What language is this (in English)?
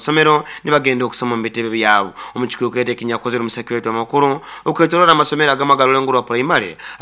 Nyoro